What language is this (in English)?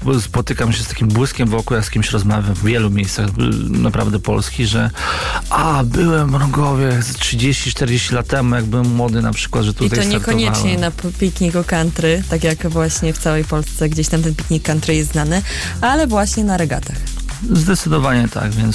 Polish